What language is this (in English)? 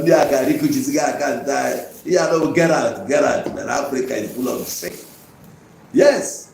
Igbo